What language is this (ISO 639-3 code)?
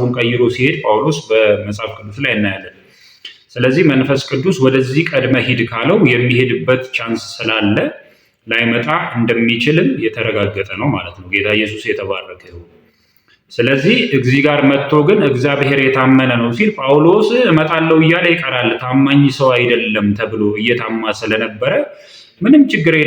amh